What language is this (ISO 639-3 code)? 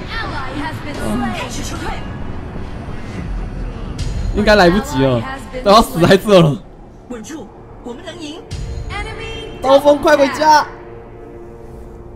zho